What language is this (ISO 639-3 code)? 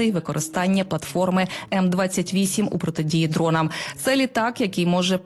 ukr